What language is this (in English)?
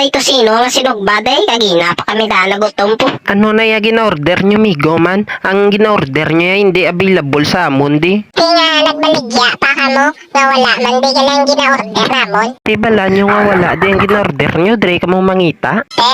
Hiligaynon